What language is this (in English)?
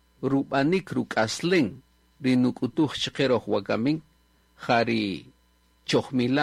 Kaqchikel